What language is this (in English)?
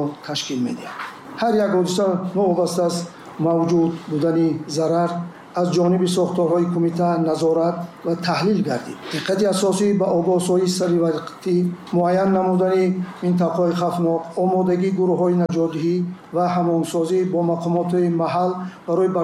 Tajik